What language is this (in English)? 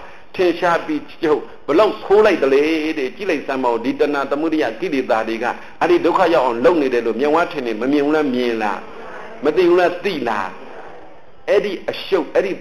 Burmese